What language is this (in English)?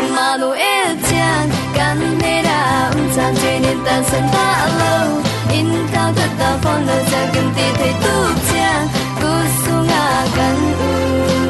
Falam Chin